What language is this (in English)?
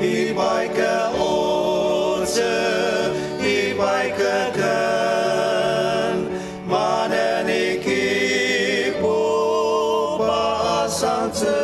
Ao Naga